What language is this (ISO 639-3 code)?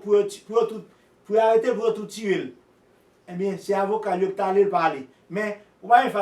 hat